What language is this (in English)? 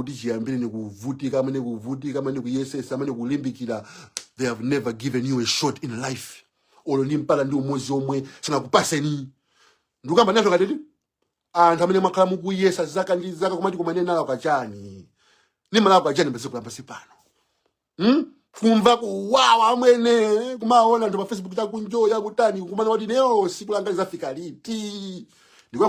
Nyanja